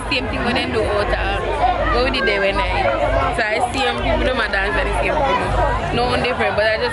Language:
Jamaican Creole English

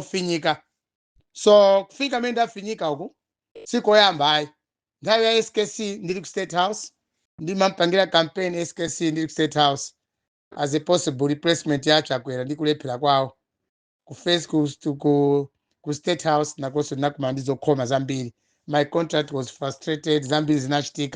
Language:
Nyanja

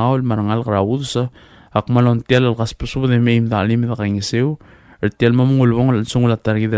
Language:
Palauan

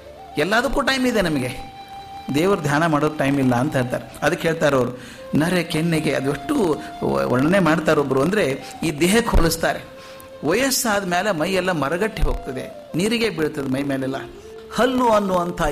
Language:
Kannada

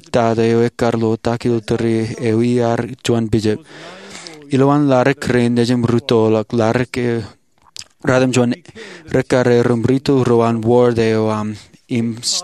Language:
Marshallese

